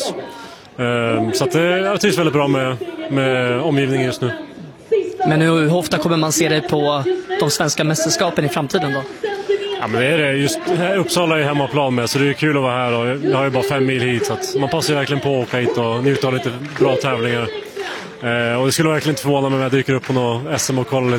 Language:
Swedish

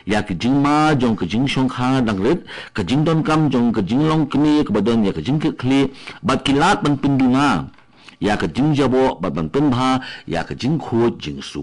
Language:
Khasi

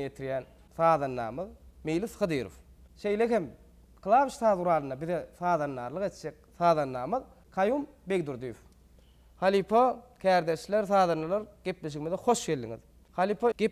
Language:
Turkmen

